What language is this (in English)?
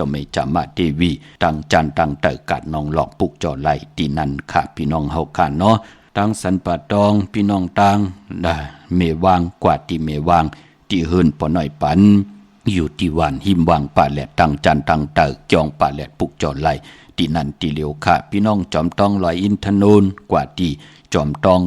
Shan